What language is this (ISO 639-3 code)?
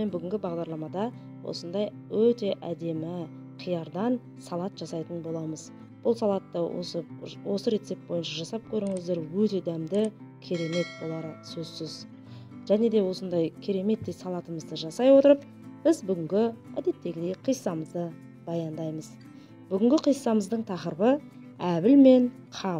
kaz